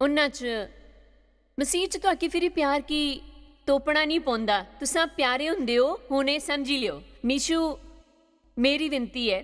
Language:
Dogri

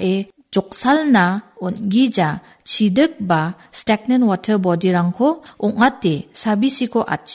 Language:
Garo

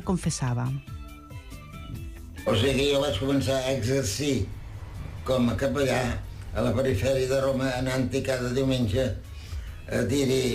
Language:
Catalan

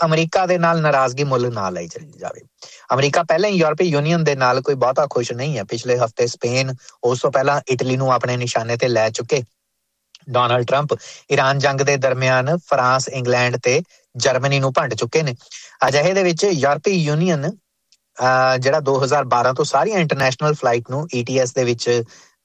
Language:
Punjabi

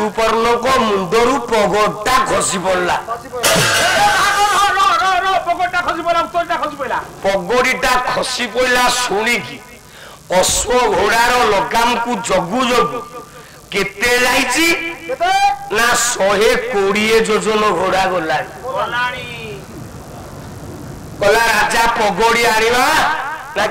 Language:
Odia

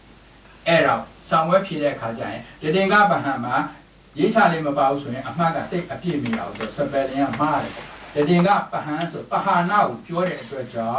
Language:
Burmese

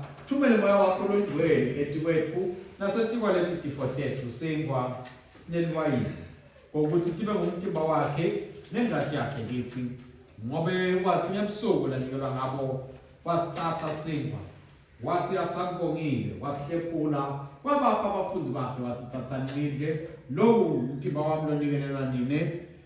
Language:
Swati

